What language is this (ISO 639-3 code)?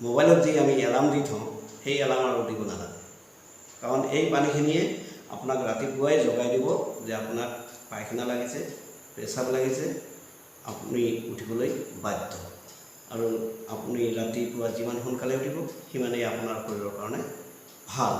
asm